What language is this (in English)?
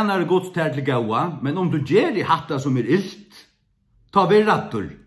Faroese